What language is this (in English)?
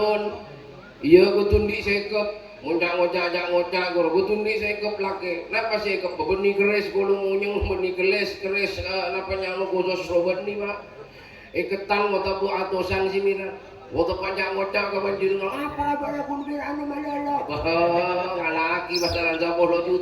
Madurese